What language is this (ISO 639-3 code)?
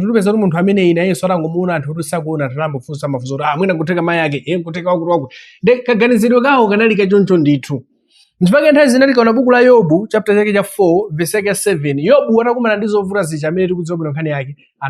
nya